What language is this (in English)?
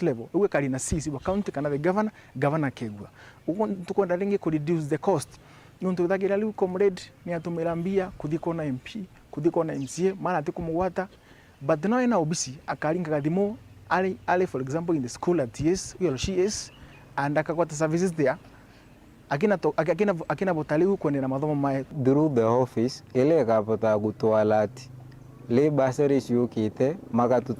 Meru